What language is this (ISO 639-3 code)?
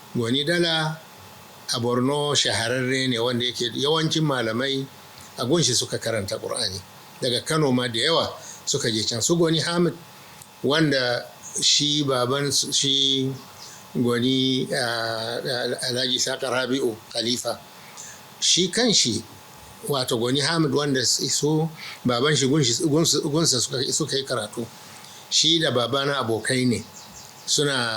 hau